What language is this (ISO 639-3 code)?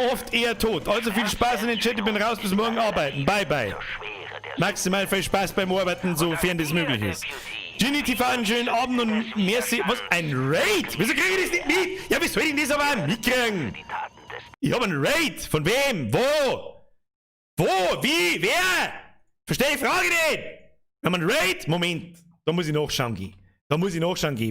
bar